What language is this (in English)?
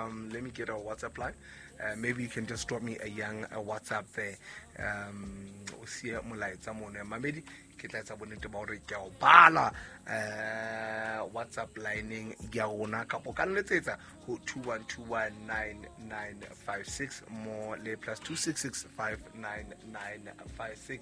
Southern Sotho